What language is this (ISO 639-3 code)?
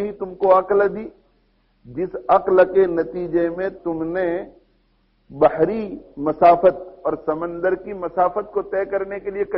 urd